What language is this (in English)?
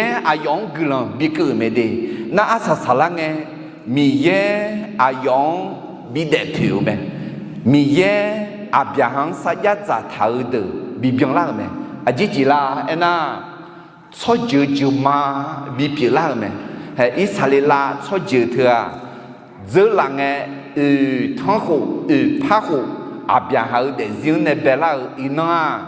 Akha